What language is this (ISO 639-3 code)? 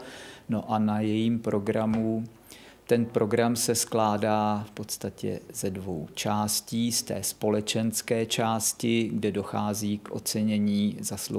ces